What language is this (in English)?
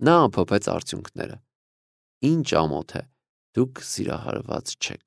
Armenian